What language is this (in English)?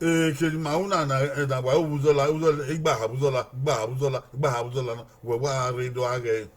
Bini